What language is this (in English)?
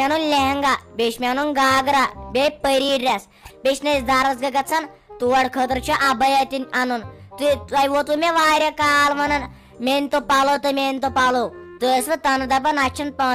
Kashmiri